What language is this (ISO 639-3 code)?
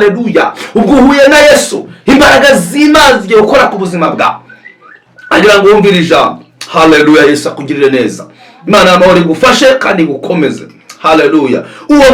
kin